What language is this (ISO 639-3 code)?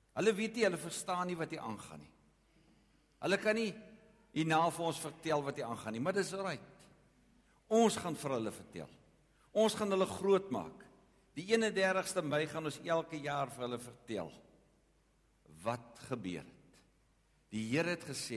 afr